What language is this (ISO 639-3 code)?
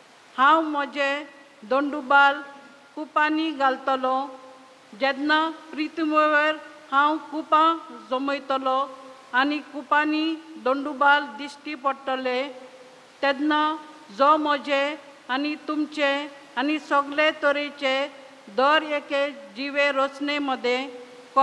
kok